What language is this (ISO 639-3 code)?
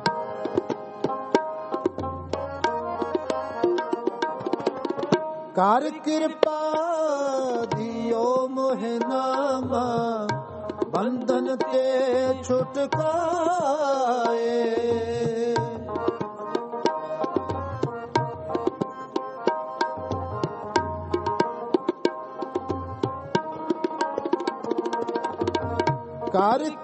pan